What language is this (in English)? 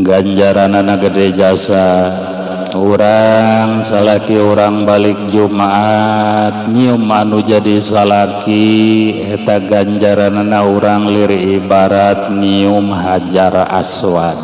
Sundanese